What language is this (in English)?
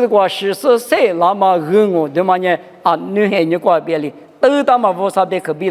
Lisu